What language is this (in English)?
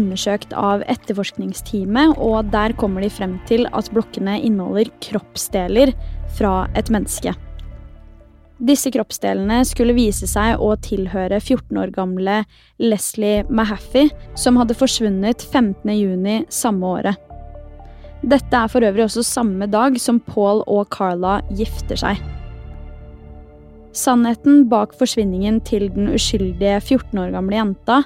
Norwegian